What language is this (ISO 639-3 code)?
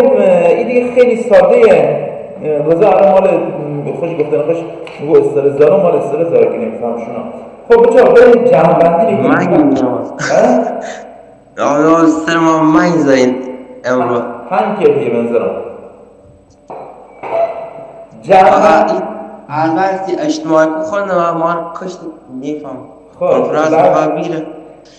fas